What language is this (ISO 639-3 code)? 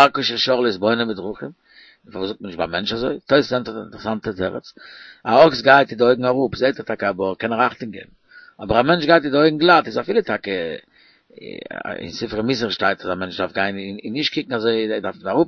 yid